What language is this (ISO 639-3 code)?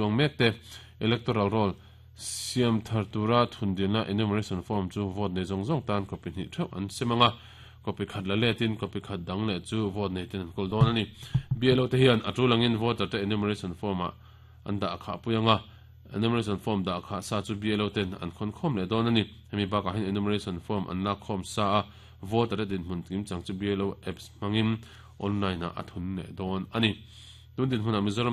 lus